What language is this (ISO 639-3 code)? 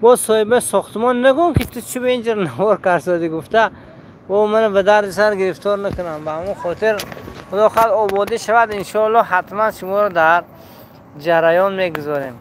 tgk